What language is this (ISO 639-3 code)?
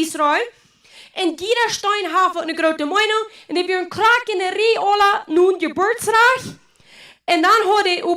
pdt